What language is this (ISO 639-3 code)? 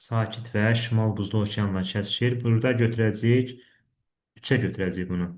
aze